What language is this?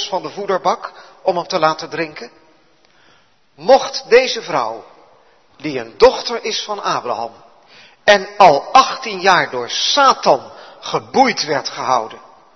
Dutch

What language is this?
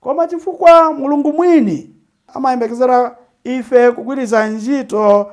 Nyanja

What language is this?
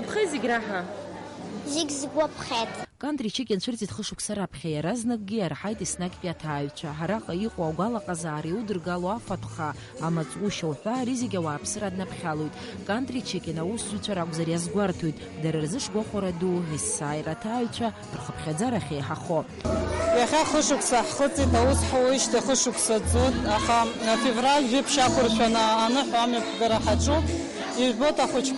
Abkhazian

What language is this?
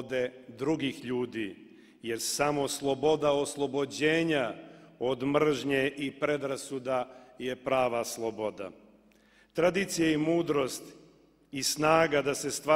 Serbian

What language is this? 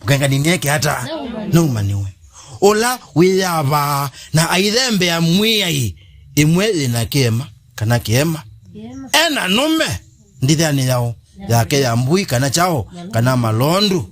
Kamba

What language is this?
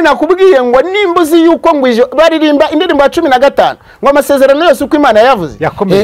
Kinyarwanda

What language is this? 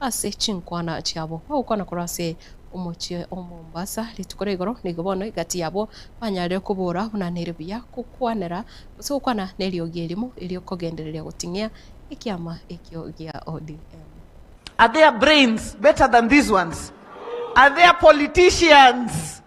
Gusii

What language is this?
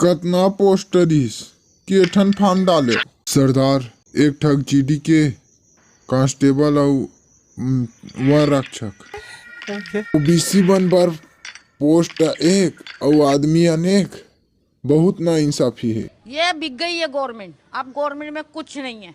Chhattisgarhi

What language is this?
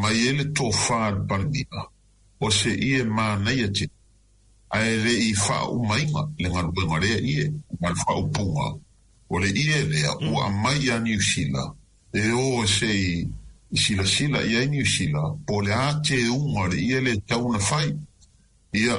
Samoan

